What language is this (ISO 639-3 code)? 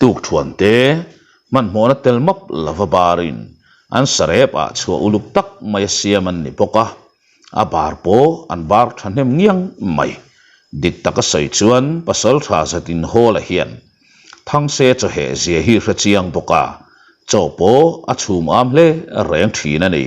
lus